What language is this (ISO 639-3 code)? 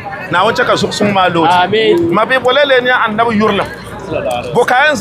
dag